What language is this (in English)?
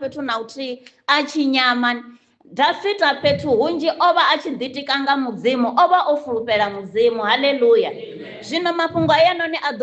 Venda